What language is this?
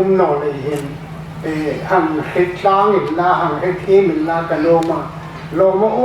Hmar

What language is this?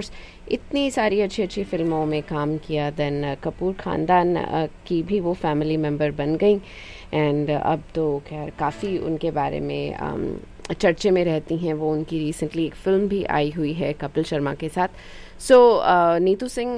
Hindi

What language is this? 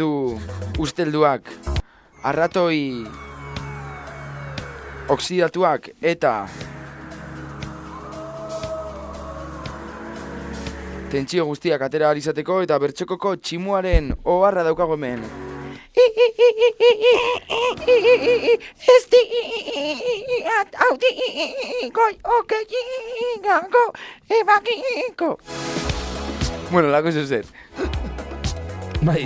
Basque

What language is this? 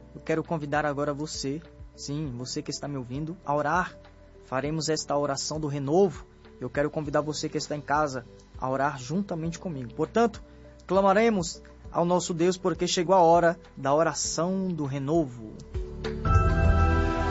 Portuguese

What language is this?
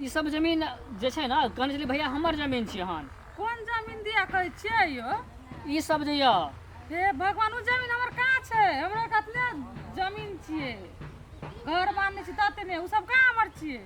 Maithili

